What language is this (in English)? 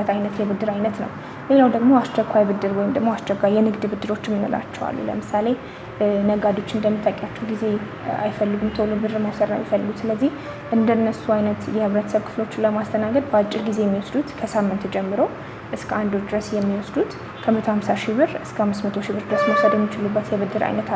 Amharic